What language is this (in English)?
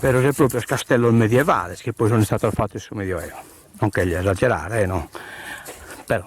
Sardinian